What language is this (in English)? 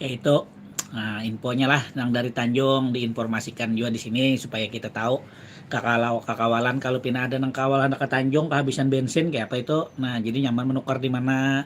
Banjar